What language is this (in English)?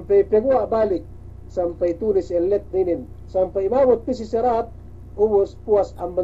Yakan